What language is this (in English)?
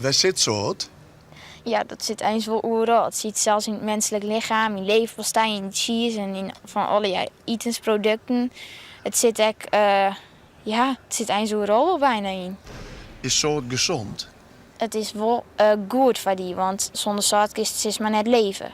Western Frisian